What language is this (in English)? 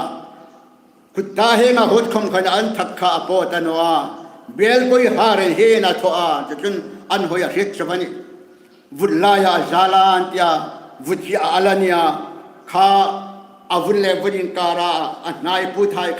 Hmar